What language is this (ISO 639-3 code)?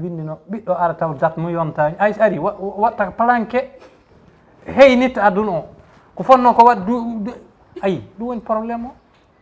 ful